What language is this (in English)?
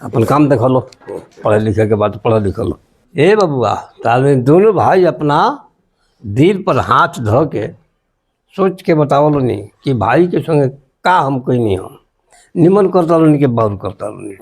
Bhojpuri